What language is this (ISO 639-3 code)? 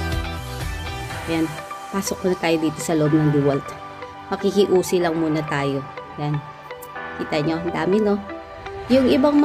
fil